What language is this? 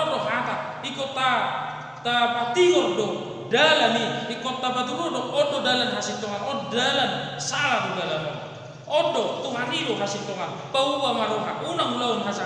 Batak Toba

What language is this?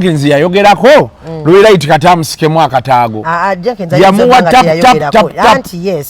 Ganda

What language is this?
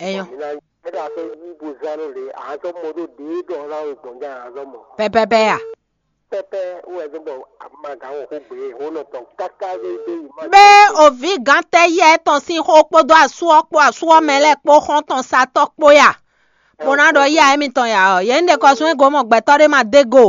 Fon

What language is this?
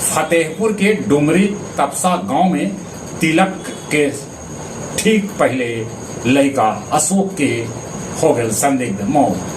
Magahi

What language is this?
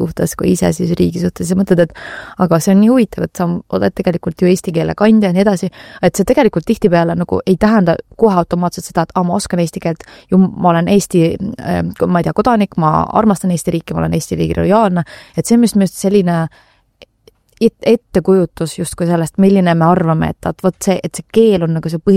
Estonian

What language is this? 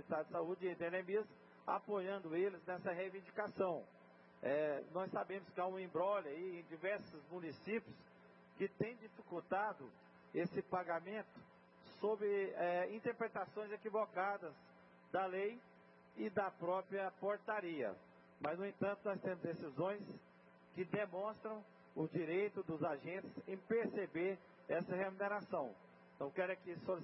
Portuguese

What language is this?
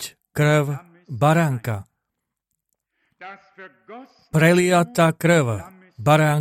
Slovak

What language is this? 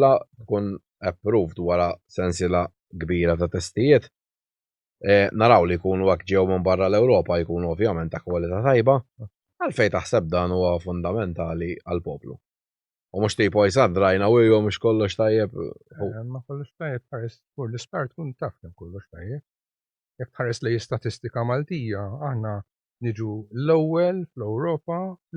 Maltese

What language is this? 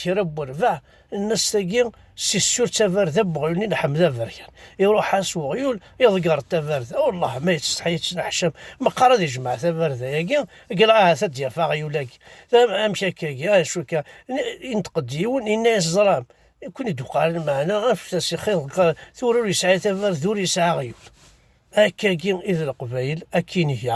Kabyle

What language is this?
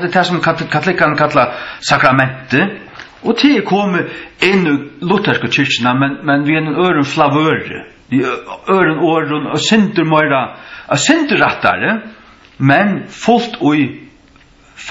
Faroese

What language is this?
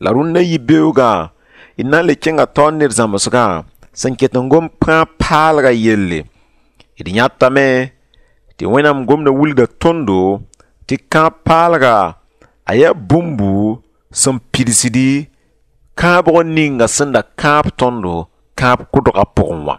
Mossi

